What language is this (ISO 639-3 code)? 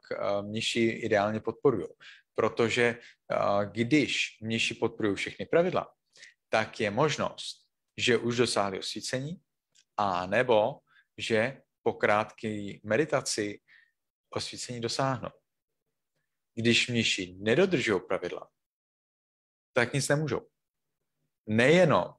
ces